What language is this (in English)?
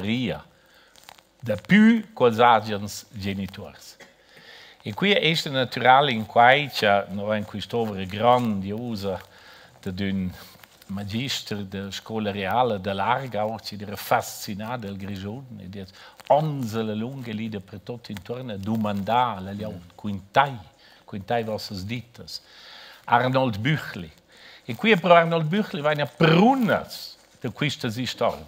Romansh